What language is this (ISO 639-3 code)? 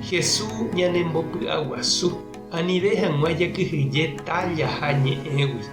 grn